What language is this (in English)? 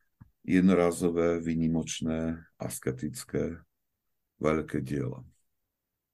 Slovak